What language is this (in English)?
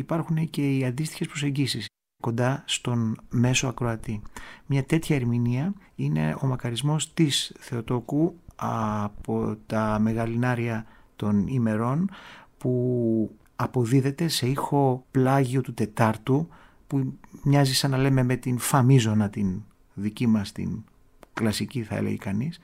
Greek